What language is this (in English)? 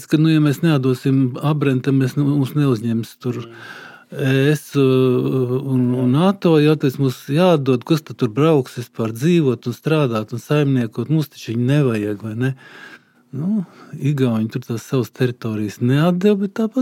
Latvian